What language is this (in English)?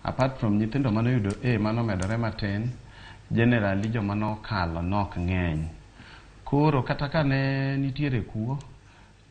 Luo (Kenya and Tanzania)